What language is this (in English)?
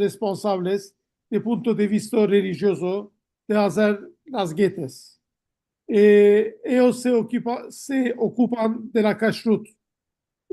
Ladino